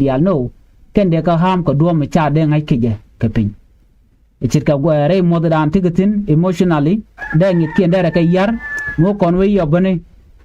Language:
Nuer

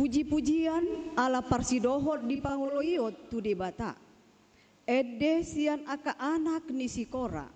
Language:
Batak Toba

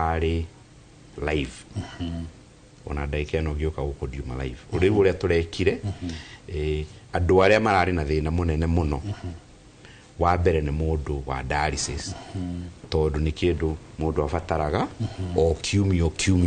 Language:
Kikuyu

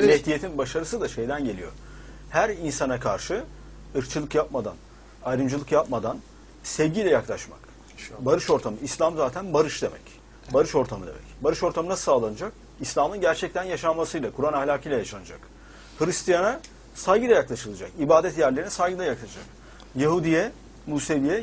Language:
Turkish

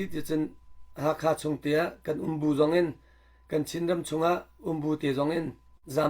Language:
Hakha Chin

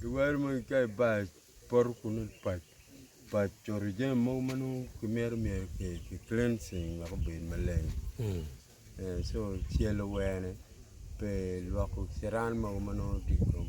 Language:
Acoli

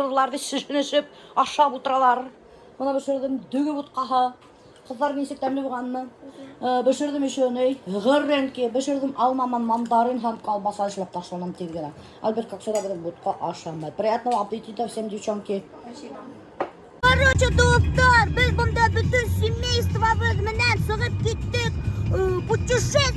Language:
Bashkir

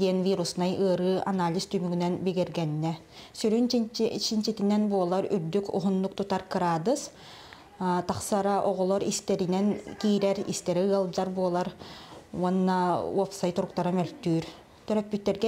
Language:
Yakut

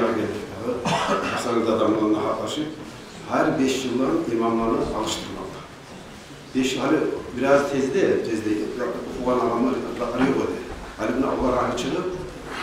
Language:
Kumyk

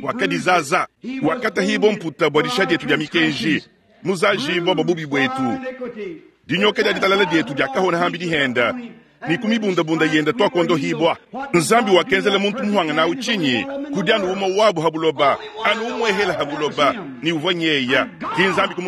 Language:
Luba-Lulua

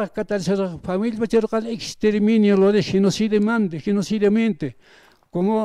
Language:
Aymara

